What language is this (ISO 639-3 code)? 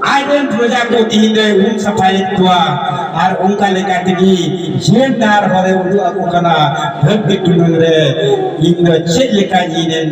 sat